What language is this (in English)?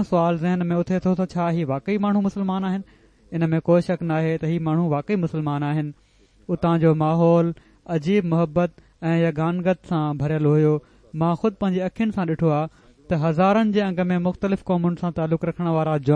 Sindhi